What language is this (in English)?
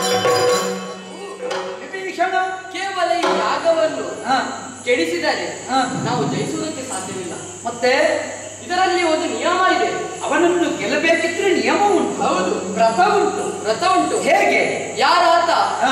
Kannada